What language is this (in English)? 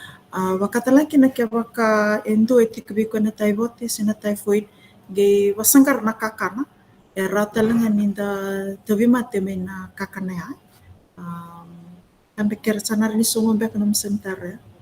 Fijian